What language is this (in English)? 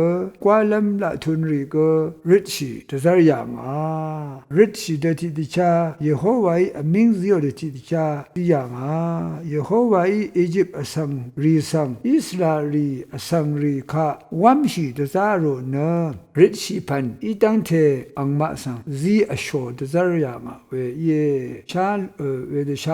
Rawang